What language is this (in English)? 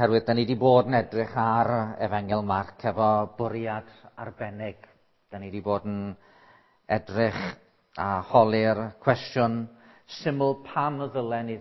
Welsh